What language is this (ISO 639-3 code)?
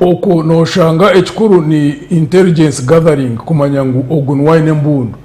nyn